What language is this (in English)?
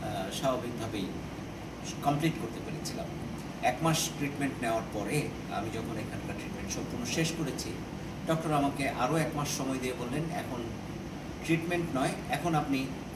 Bangla